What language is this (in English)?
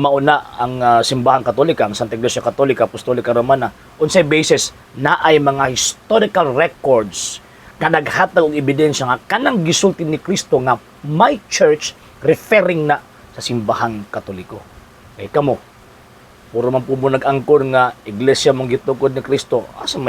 Cebuano